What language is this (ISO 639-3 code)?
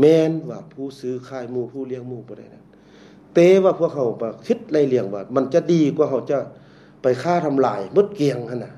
lao